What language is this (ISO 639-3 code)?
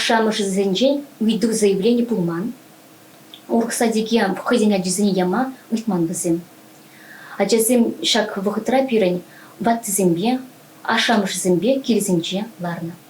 chv